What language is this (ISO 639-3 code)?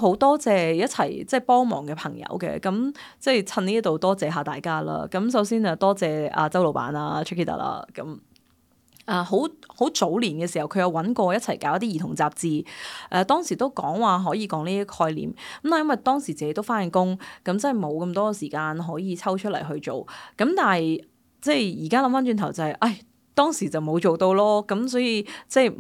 yue